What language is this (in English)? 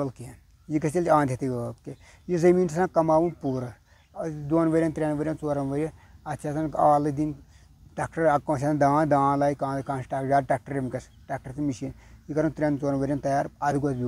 Kashmiri